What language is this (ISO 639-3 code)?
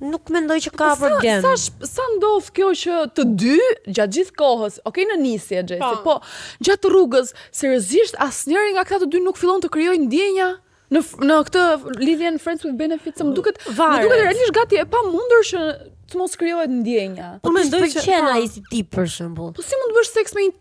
sqi